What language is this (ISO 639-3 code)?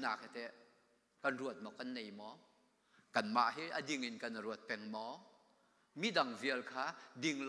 cnh